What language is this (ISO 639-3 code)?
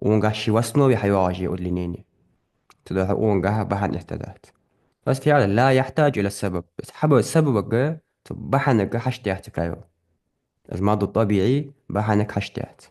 inh